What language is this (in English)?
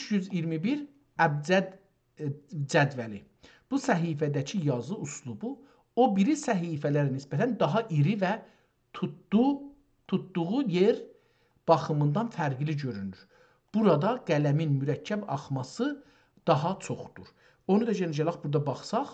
South Azerbaijani